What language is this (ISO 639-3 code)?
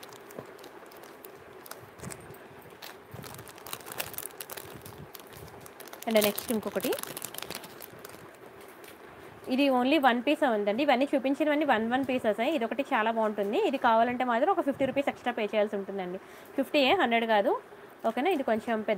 tel